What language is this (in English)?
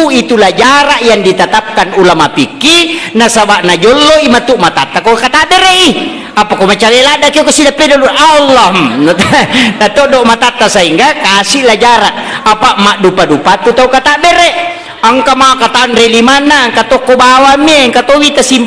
Buginese